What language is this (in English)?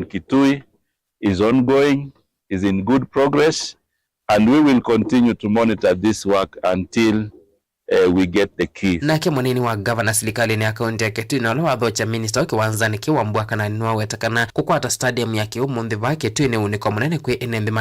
Kamba